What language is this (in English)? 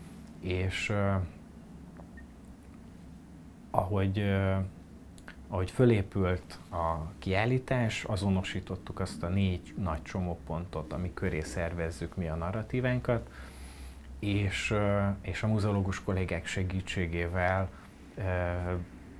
Hungarian